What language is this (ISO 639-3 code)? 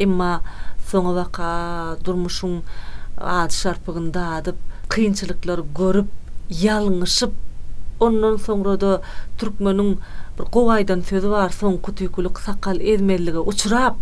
tuk